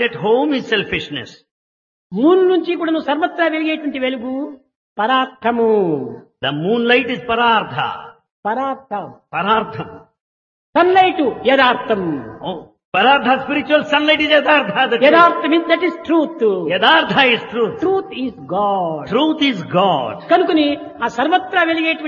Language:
Telugu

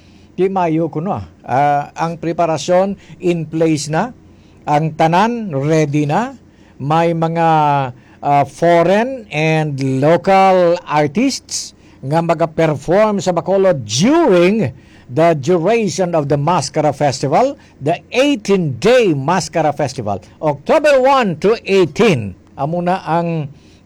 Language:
Hiligaynon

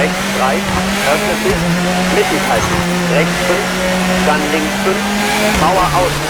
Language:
Bavarian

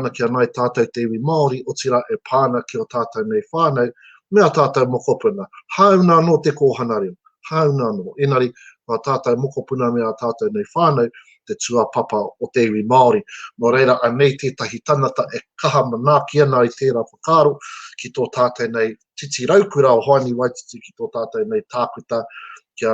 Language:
Māori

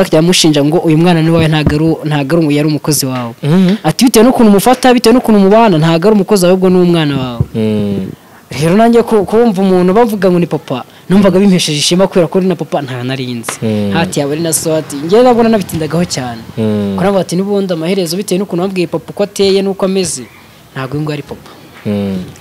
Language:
Kinyarwanda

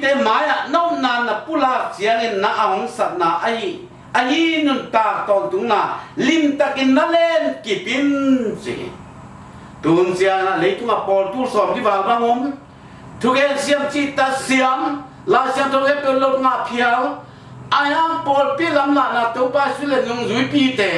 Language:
Tedim Chin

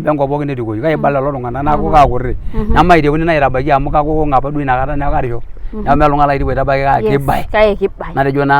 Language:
Masai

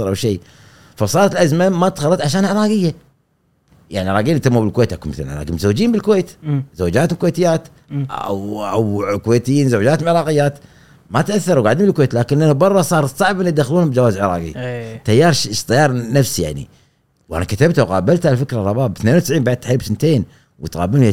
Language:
Gulf Arabic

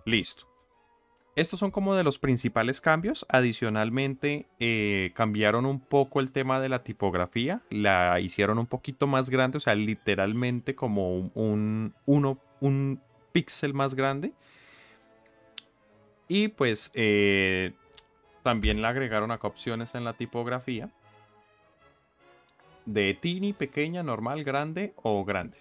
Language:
Spanish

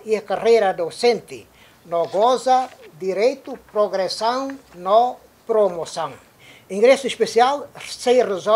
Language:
Tetum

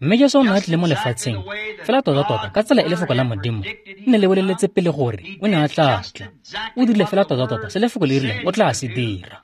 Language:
Tswana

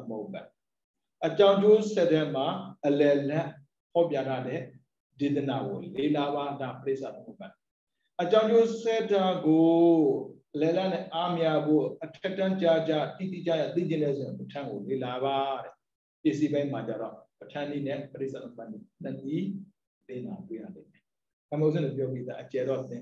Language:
Burmese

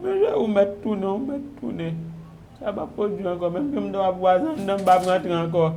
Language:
Haitian Creole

